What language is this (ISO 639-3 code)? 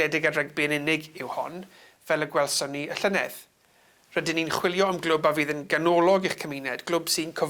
cym